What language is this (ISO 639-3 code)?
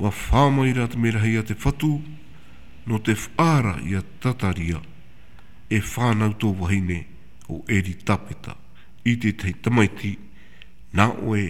tah